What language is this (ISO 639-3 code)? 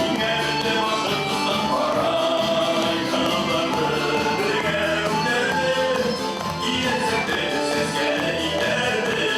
bak